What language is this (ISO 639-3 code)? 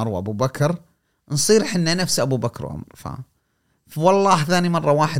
afb